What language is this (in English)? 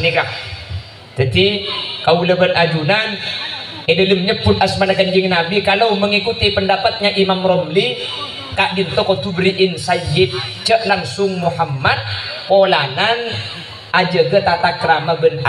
Madurese